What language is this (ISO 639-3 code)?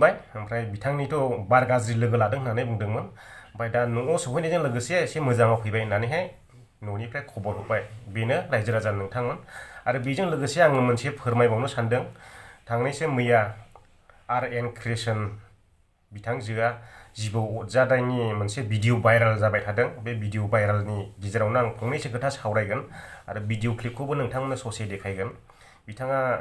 brx